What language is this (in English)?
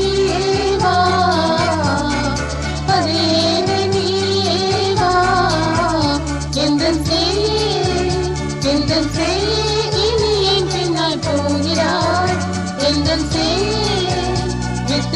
Tamil